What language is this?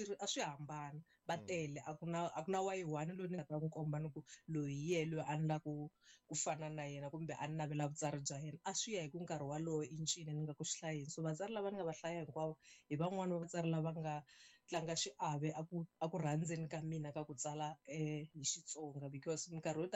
Tsonga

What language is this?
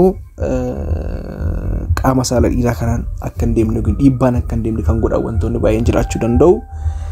Oromo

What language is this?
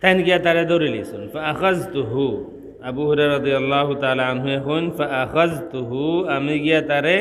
Sylheti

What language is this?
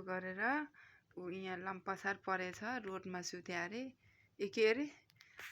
Nepali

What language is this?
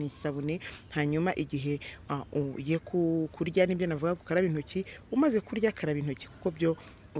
Kinyarwanda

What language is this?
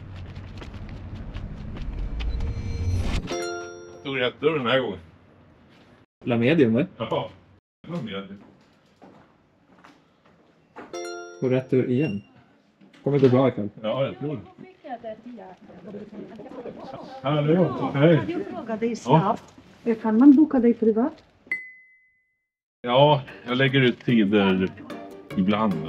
Swedish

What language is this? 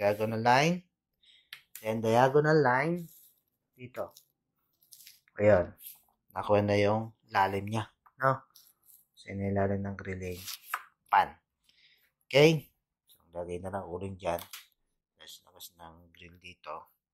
Filipino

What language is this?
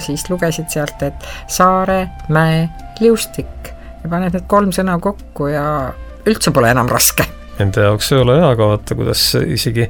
Estonian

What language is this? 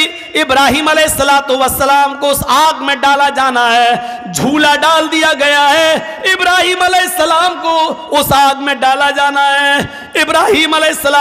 Urdu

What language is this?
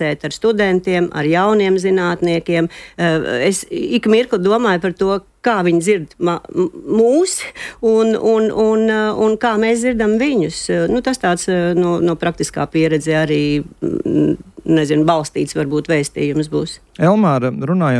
Latvian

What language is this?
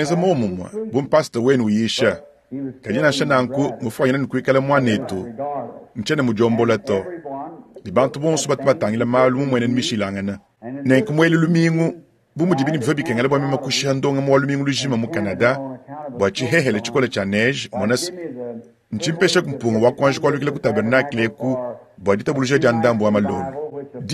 Luba-Lulua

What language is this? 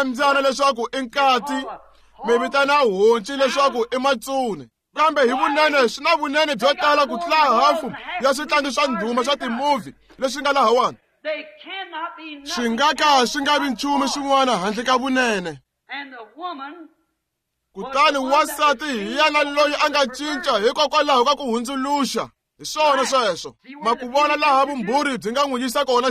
Tsonga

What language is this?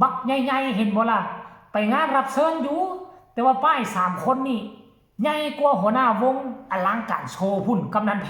Northeastern Thai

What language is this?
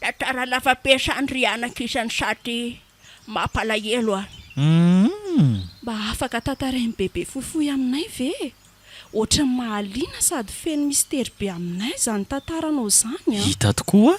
Malagasy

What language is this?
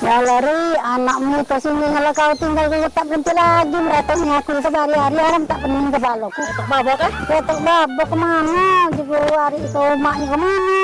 Musi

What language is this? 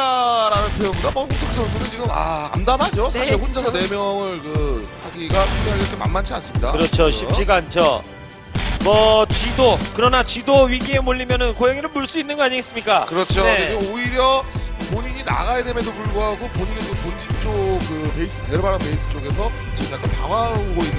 Korean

